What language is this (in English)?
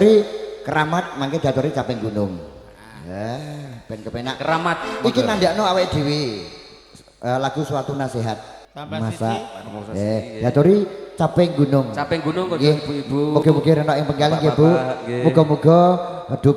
Javanese